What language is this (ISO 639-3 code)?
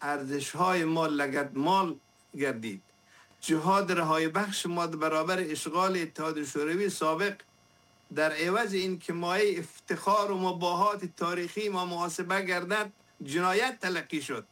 fas